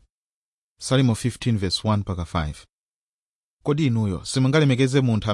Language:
Nyanja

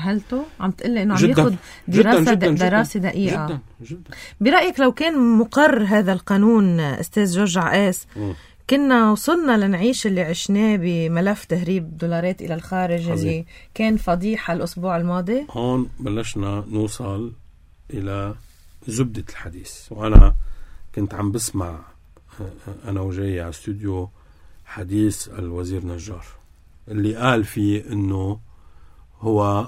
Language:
North Levantine Arabic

